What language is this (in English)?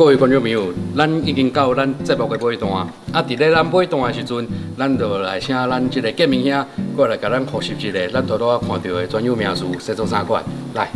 Min Nan Chinese